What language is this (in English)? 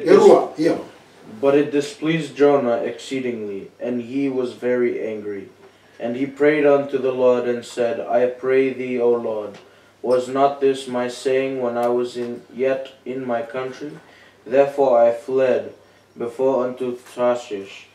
Fijian